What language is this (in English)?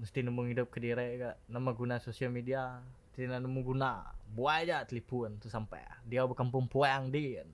Iban